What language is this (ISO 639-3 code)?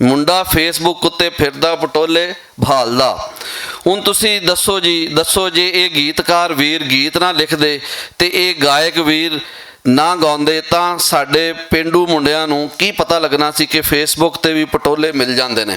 lah